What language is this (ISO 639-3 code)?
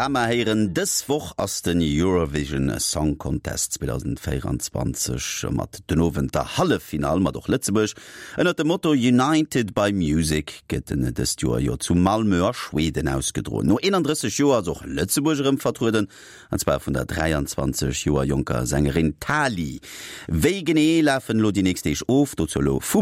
ltz